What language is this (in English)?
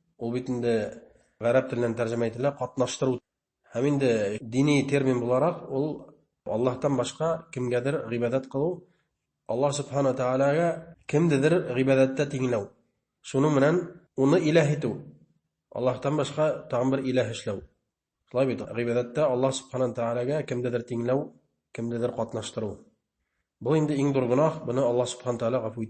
Bashkir